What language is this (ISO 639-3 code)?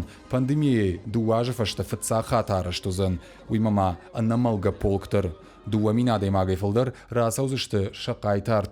oss